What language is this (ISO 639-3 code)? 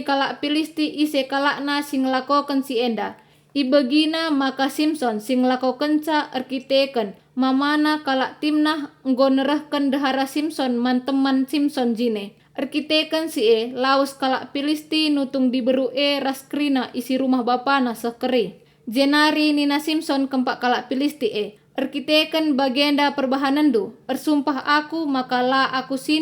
btx